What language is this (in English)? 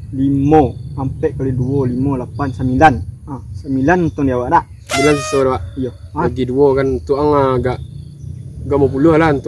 Minangkabau